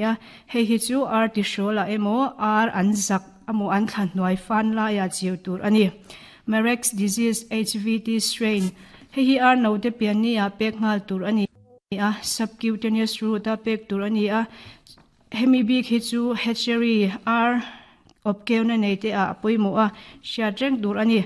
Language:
Mizo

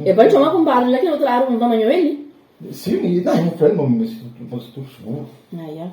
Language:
Kabuverdianu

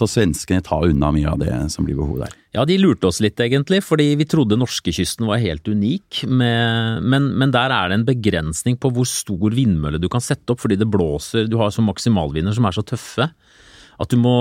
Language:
Norwegian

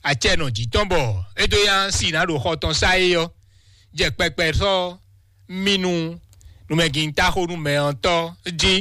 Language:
Fon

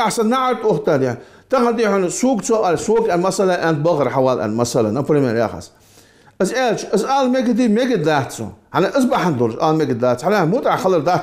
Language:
Ingush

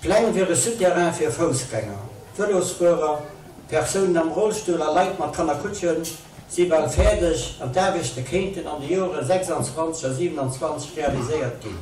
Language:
Luxembourgish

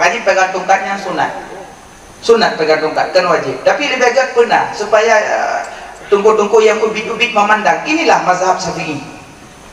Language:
Achinese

